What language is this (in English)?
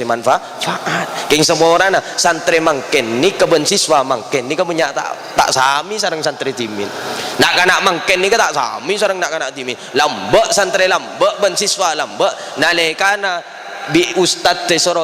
Madurese